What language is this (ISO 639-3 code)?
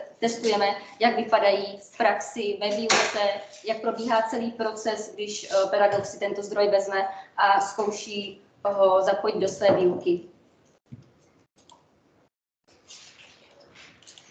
ces